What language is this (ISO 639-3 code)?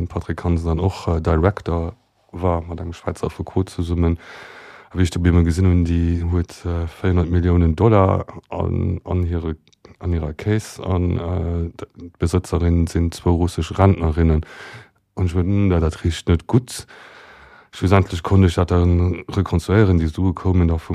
ltz